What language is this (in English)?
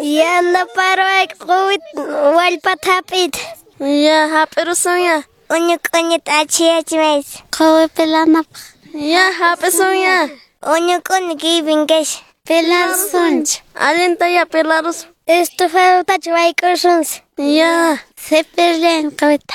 Quechua